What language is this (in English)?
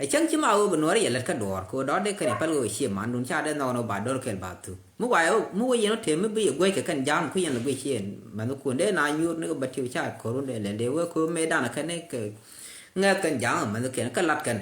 Nuer